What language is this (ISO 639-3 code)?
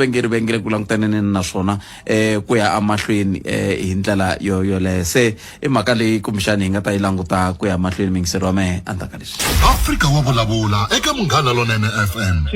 tso